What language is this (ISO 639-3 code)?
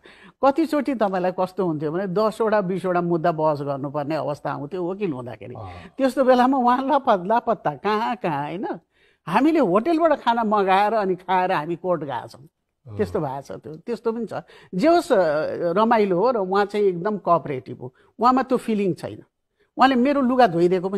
nep